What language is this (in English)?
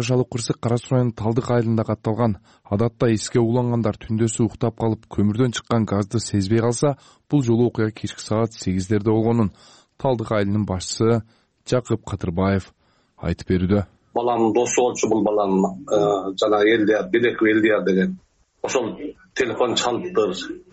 Kyrgyz